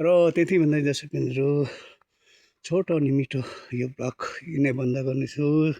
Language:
Nepali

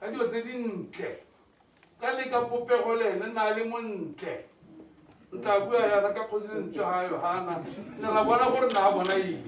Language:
Tswana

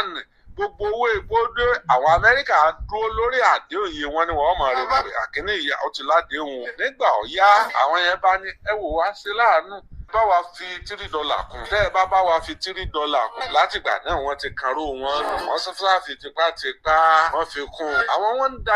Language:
Yoruba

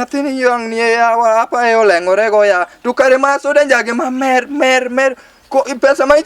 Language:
Luo (Kenya and Tanzania)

